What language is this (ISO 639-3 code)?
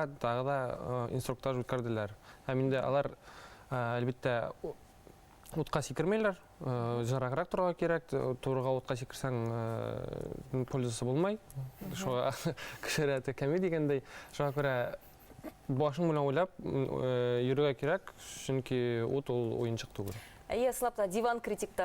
bak